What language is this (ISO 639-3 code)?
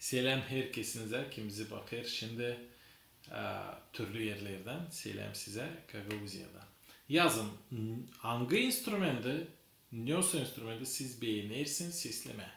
gag